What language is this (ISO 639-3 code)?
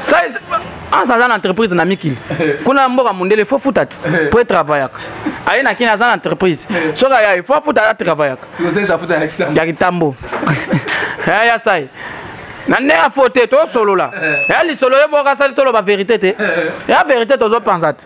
lin